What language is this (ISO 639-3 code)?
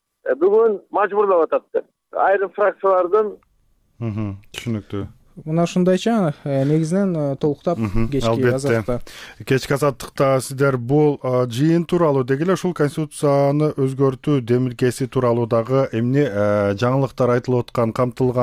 kir